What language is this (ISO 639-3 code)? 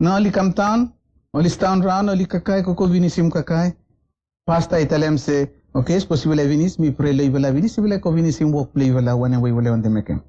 bis